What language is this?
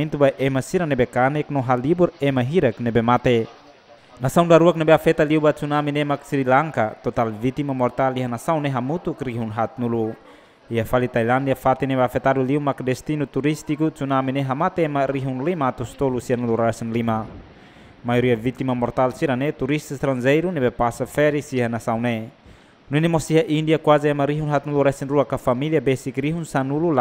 Tetum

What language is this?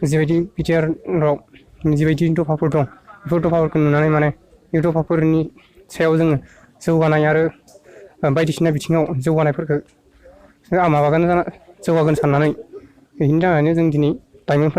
Bodo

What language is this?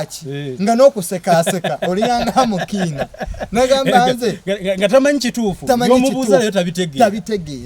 Ganda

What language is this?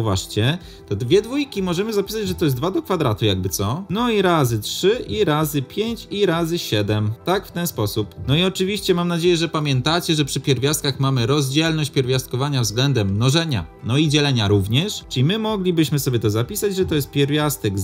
Polish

